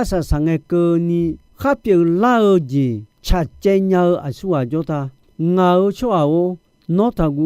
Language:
Akha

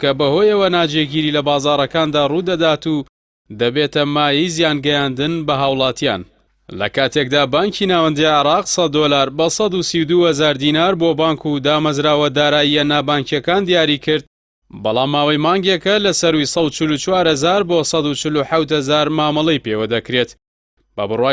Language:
Central Kurdish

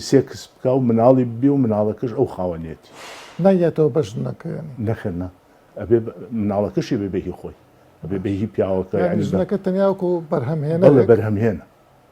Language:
Central Kurdish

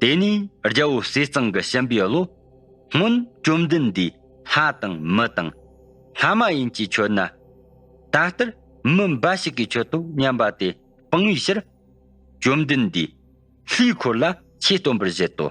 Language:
Tibetan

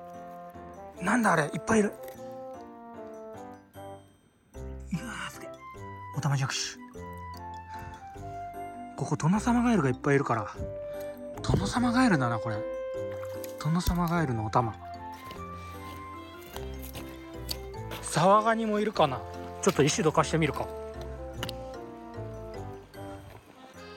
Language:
Japanese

